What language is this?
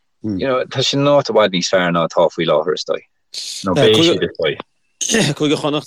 Irish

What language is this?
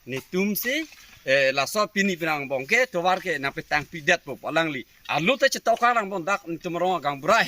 Karbi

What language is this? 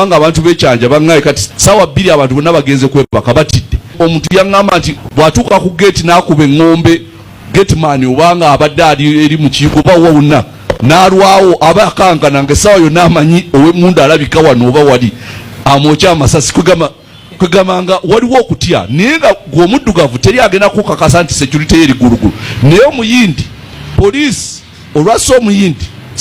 Ganda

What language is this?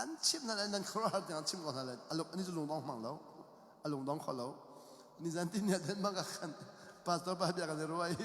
Hakha Chin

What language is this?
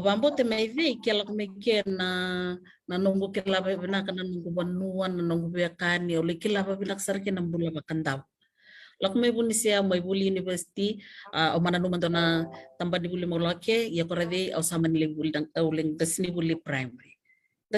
Fijian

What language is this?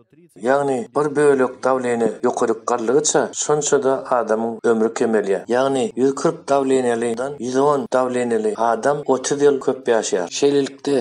Turkmen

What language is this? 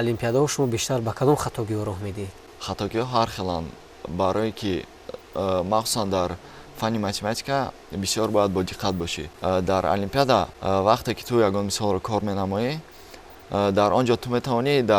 Tajik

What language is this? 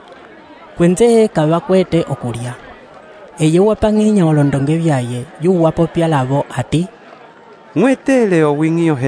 Umbundu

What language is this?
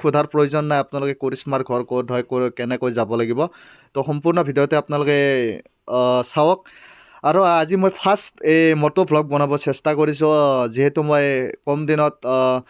Assamese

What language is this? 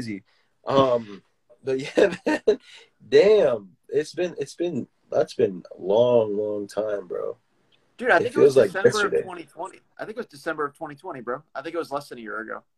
English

